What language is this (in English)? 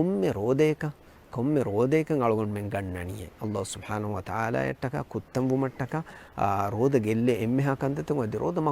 Divehi